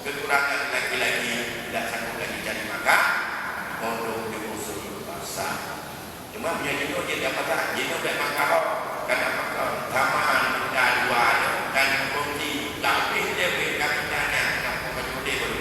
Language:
Achinese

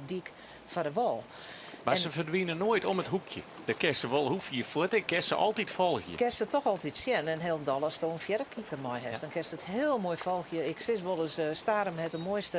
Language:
Western Frisian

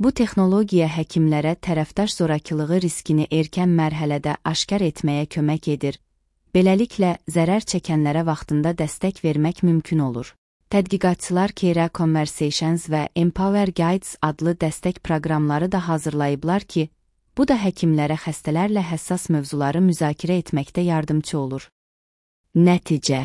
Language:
Azerbaijani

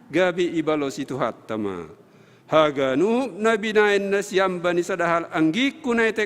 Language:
Batak Simalungun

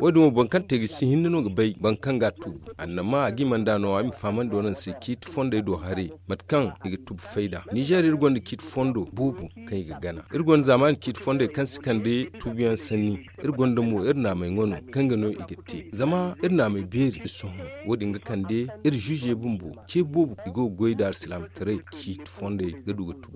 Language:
Zarma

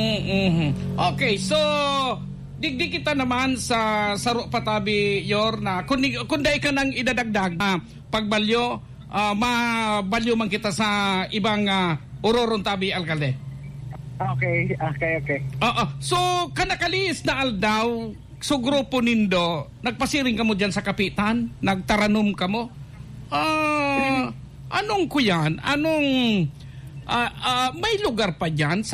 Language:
Bikol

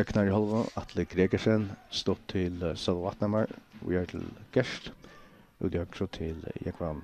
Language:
Faroese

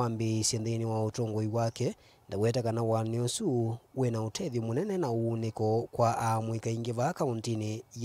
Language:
Kamba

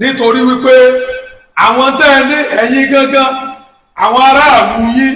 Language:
Yoruba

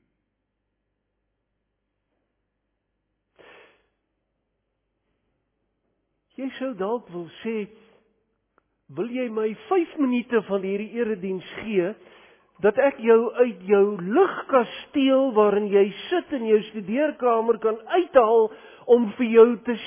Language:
Afrikaans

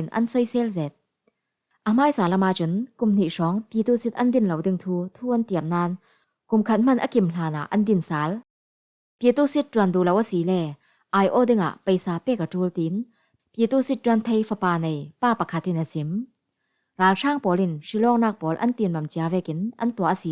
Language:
Falam Chin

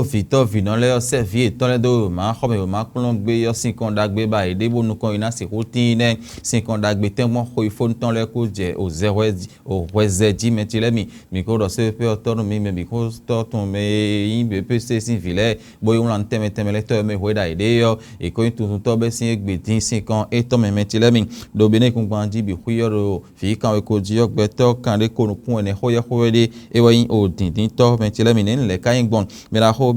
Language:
Fon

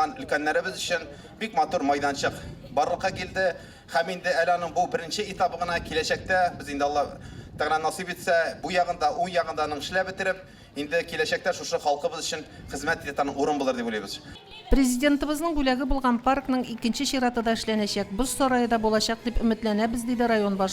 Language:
Tatar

